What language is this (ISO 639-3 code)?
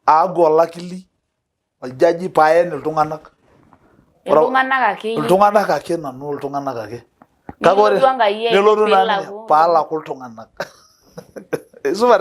mas